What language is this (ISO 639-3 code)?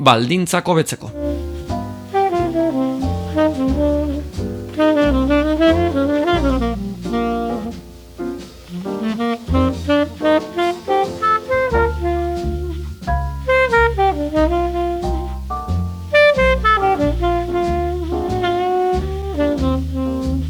eus